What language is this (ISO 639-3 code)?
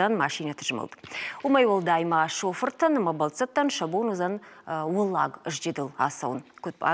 oss